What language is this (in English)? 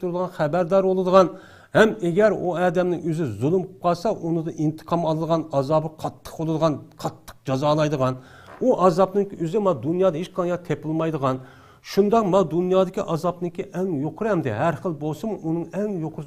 Uyghur